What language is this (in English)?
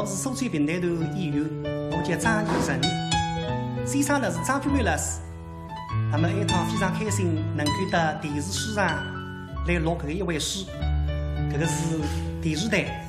Wu Chinese